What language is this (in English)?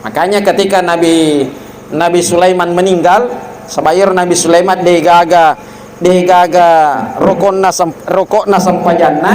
Buginese